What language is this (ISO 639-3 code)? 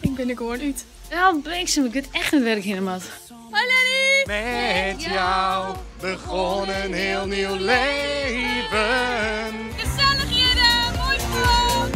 fry